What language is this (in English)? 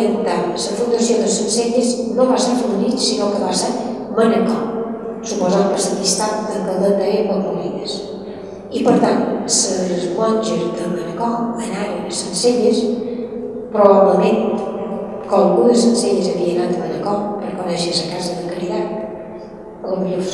Catalan